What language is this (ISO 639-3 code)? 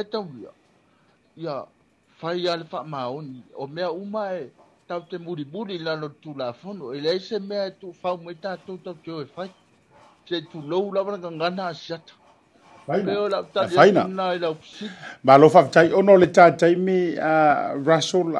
smo